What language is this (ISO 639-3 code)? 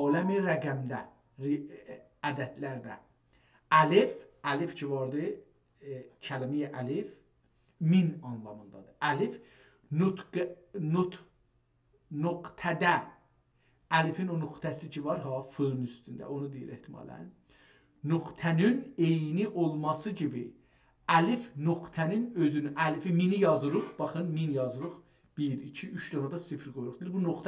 azb